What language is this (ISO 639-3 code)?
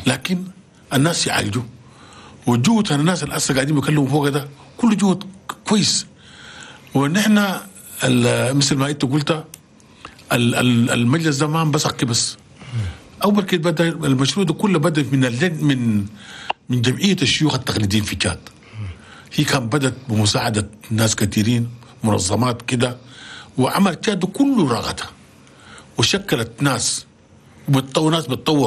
shu